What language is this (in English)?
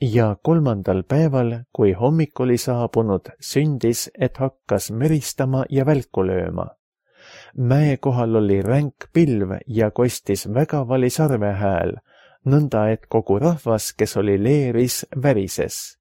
Estonian